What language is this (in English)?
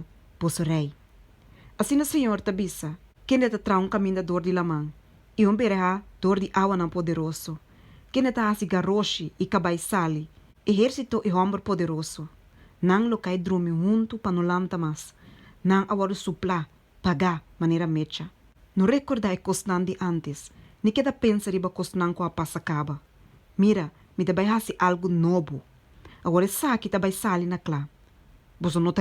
Papiamento